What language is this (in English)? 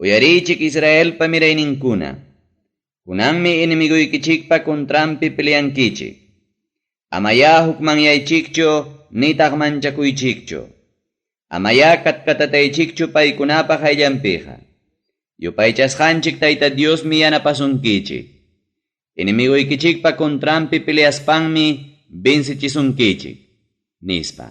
Ayacucho Quechua